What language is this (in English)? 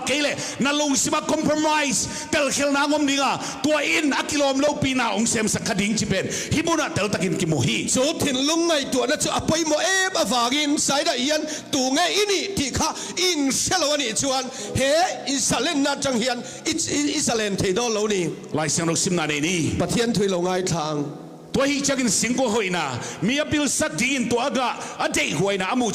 Tedim Chin